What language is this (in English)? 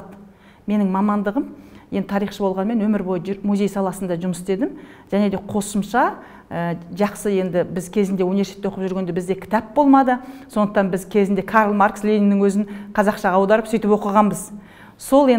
Kazakh